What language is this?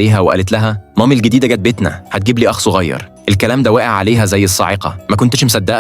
Egyptian Arabic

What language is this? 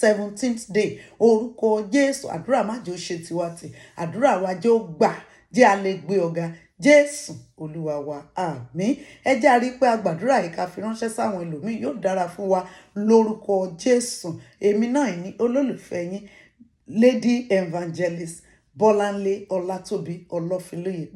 Yoruba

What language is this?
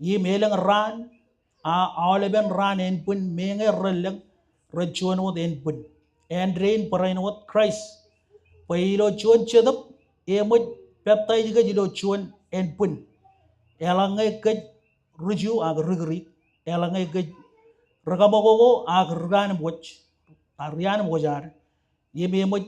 Marshallese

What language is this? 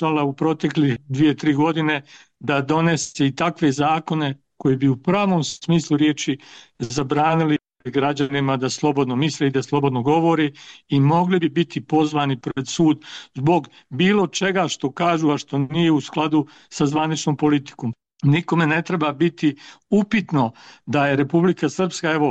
Serbian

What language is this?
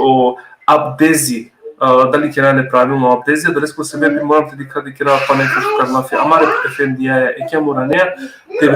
Balkan Romani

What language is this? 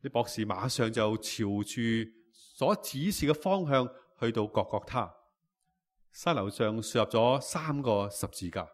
Cantonese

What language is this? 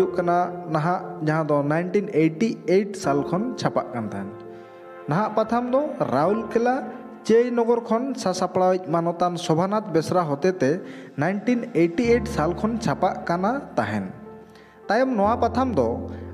Santali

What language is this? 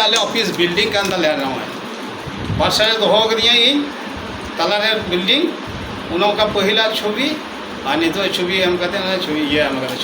Santali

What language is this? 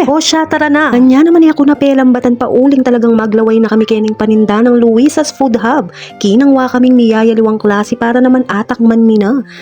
Pampanga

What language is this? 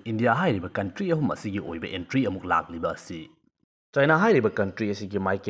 Manipuri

